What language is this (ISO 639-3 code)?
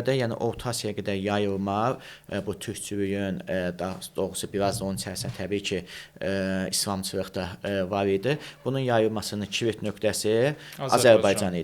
aze